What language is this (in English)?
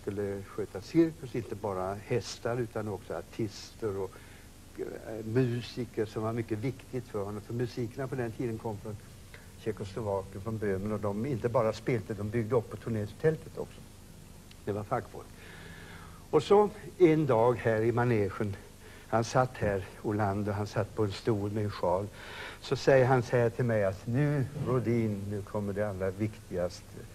Swedish